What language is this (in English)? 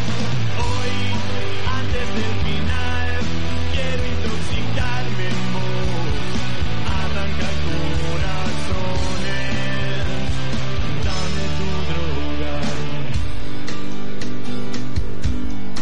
Spanish